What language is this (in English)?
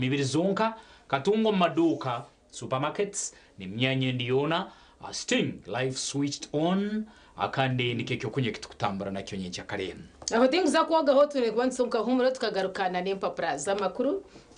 Nyankole